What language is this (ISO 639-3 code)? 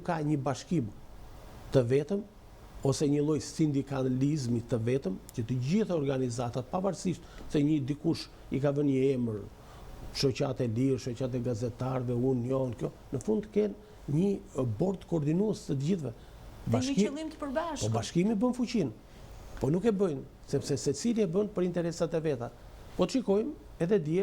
sqi